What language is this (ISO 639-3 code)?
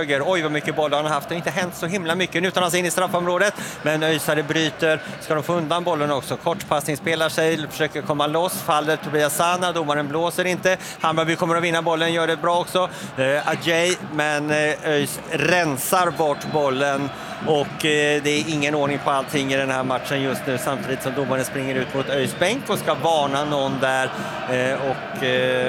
swe